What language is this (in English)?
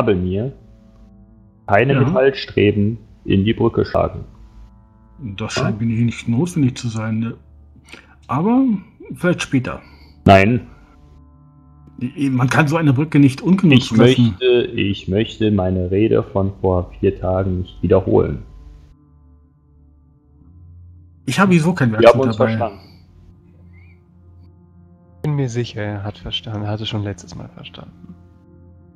German